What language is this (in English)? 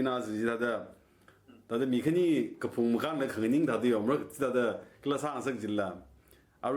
Tangkhul Naga (India)